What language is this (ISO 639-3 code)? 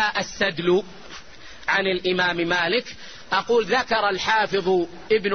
ara